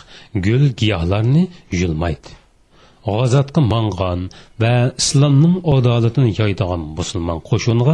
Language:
Uyghur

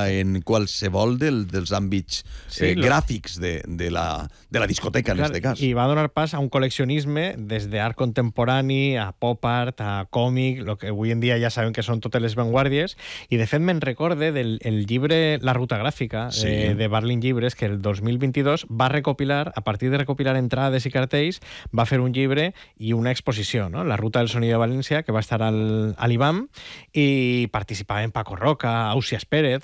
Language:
Catalan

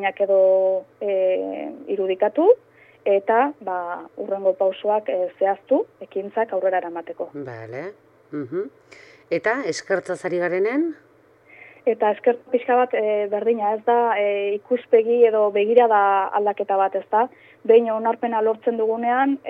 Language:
Basque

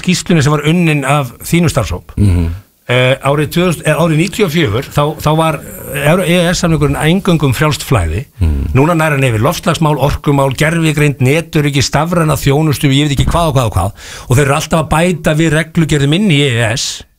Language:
Icelandic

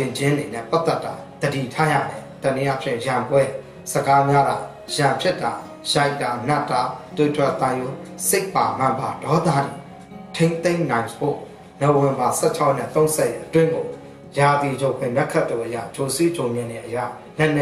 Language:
Burmese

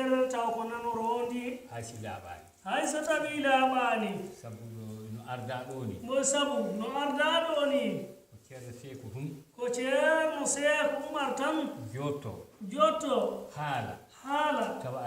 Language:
Fula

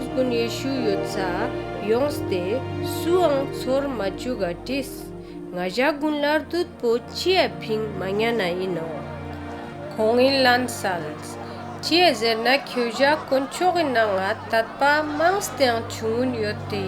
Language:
Ladakhi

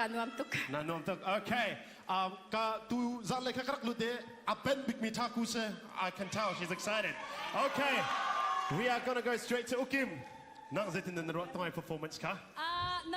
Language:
Hakha Chin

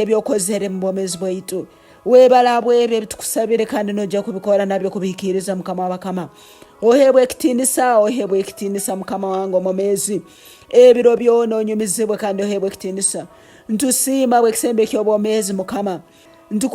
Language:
Nyoro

